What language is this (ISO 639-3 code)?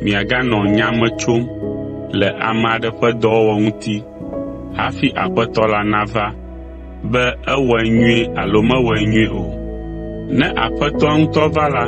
ewe